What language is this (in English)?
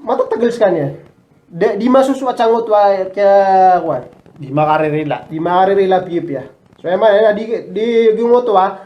Maranao